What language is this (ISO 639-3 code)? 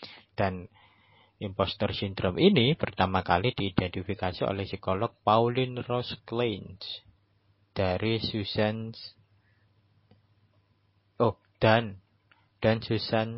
ind